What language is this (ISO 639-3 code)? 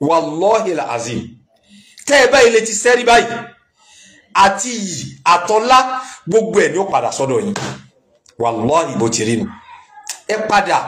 yor